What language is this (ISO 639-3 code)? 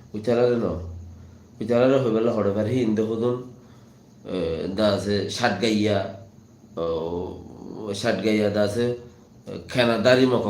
rhg